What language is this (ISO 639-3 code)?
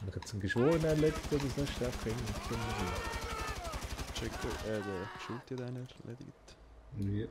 gsw